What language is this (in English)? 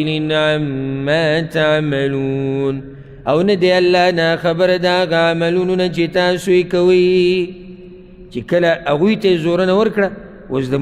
Pashto